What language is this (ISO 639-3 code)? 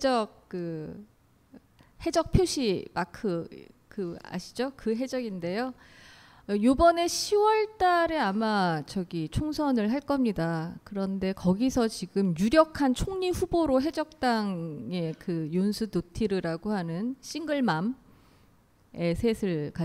kor